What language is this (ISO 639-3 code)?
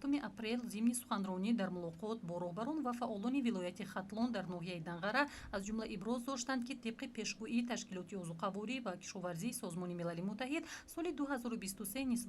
tgk